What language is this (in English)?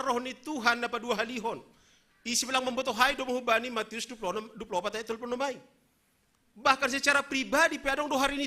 Batak Simalungun